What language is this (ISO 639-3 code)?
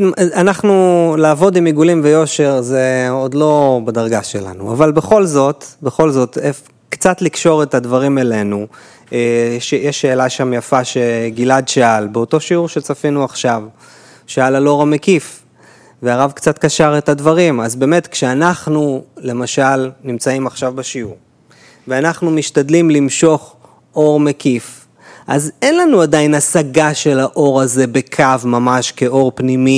heb